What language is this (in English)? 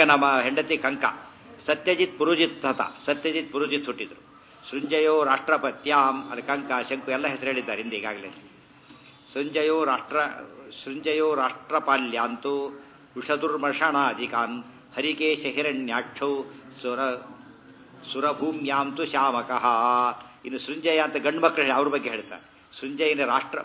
Kannada